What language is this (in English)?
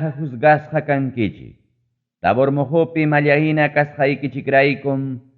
Ayacucho Quechua